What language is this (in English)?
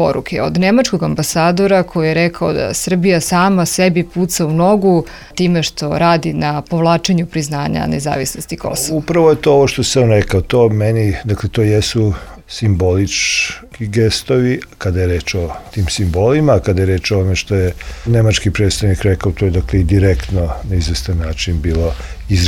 Serbian